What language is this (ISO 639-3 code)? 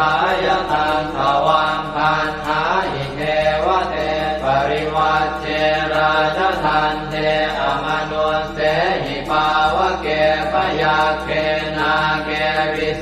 pli